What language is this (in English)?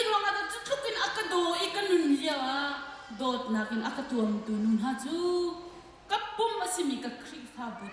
Hakha Chin